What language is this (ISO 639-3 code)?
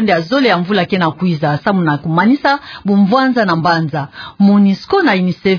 ktu